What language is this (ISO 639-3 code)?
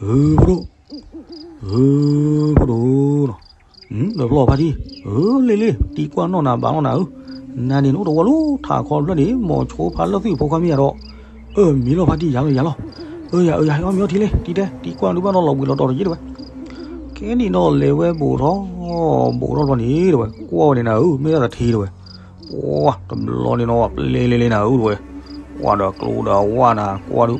ksw